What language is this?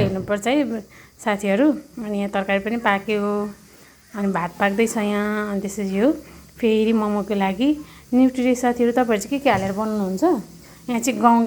Nepali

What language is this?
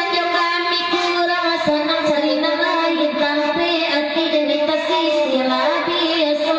Minangkabau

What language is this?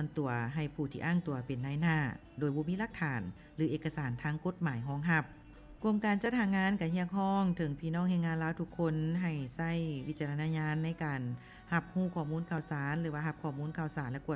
Lao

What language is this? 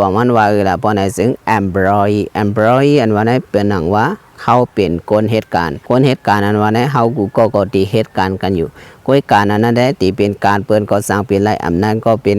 Shan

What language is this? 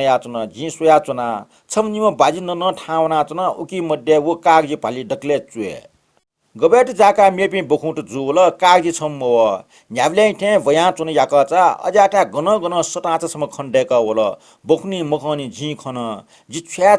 Newari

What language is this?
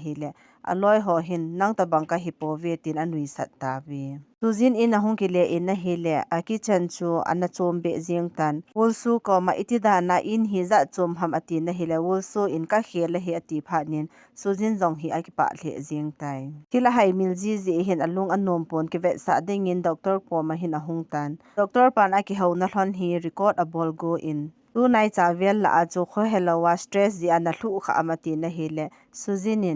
Thado Chin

